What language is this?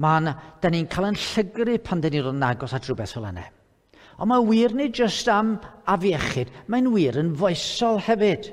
Welsh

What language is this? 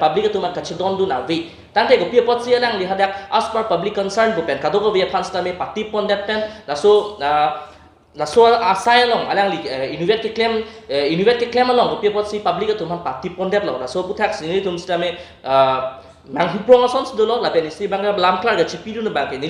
Karbi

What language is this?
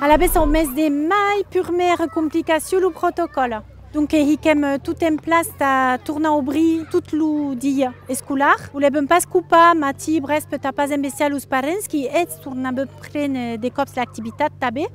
Occitan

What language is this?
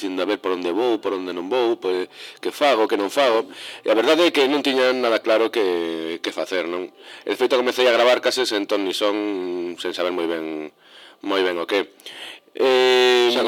Galician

